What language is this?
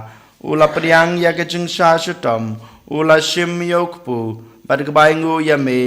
Khasi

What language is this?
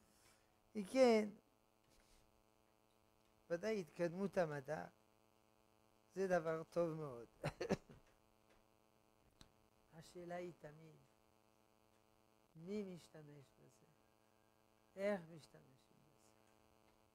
Hebrew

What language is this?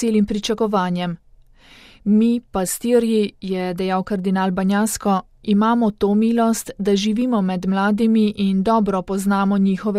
Slovenian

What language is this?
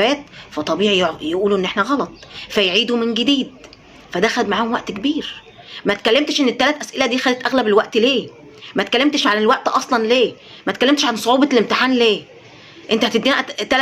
Egyptian Arabic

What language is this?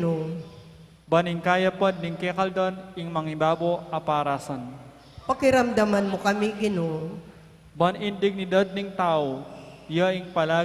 Pampanga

